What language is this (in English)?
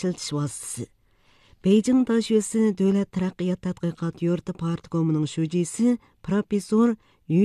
Uyghur